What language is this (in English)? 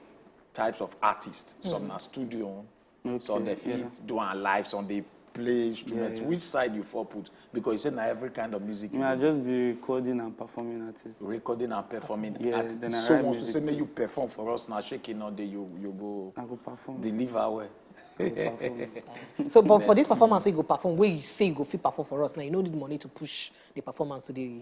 Nigerian Pidgin